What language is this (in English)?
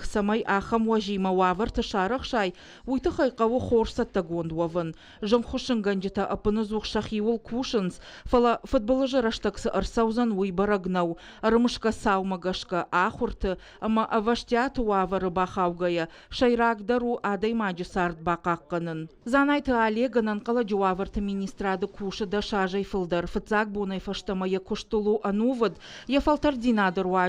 Ossetic